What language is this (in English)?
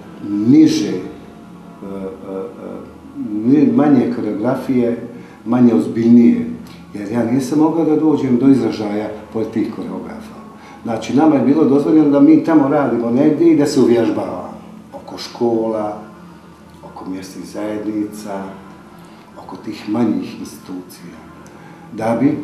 Bosnian